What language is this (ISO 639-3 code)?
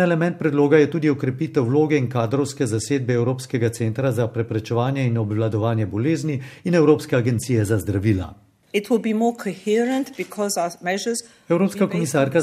slv